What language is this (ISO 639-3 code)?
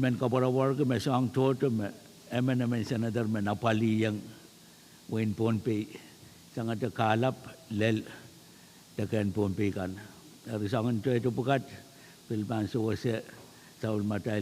pon